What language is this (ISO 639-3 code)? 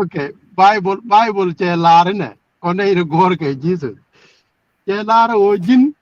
nus